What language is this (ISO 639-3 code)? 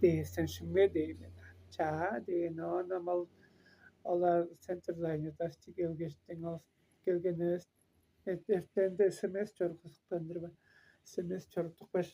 tyv